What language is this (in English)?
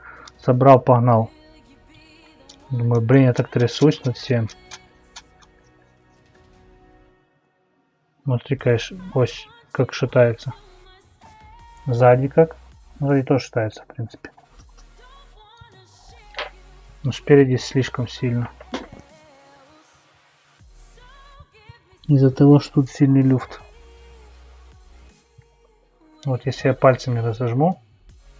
Russian